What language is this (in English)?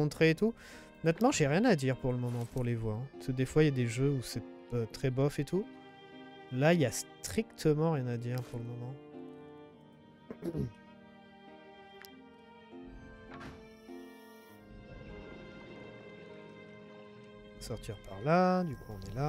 French